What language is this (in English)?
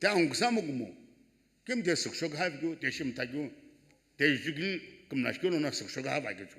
Sumi Naga